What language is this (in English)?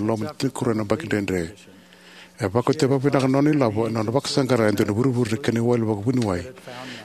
Fijian